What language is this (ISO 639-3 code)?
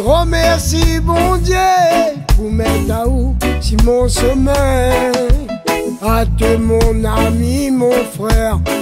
rcf